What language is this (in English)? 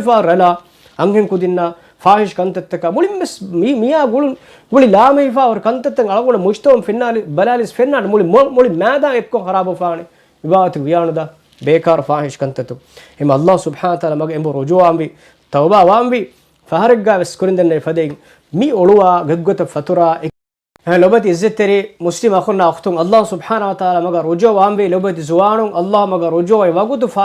Divehi